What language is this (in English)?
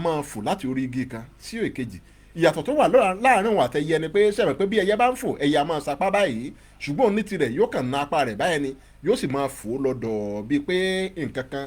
Yoruba